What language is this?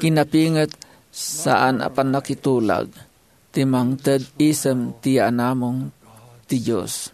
Iloko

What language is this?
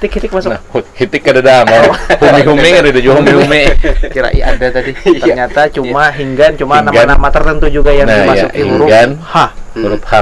Banjar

